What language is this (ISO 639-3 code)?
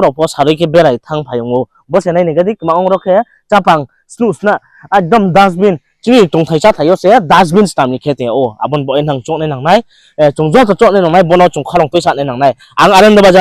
ria